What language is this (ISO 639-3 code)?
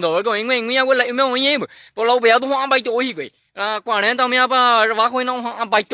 grn